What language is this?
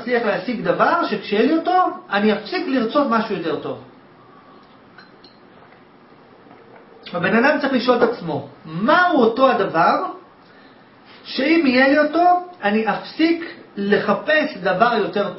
Hebrew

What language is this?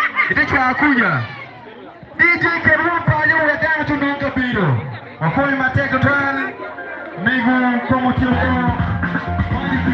Acoli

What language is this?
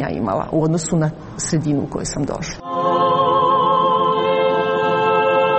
Serbian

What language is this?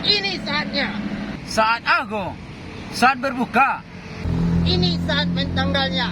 Minangkabau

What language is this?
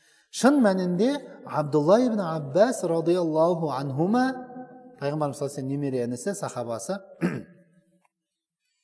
Kazakh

